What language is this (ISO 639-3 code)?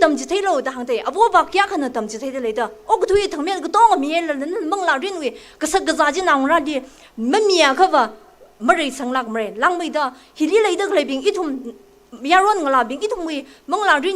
nmf